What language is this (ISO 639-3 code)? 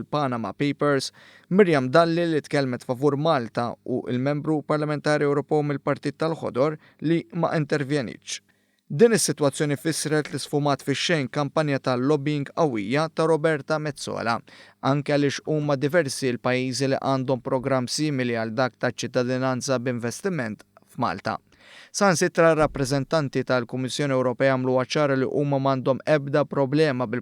mlt